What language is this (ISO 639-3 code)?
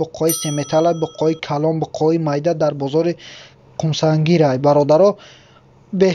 tgk